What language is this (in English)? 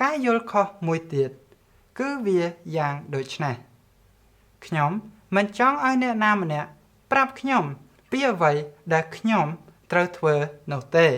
Khmer